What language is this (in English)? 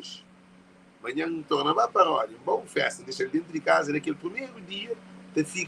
Kabuverdianu